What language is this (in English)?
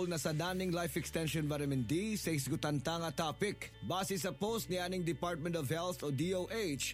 Cebuano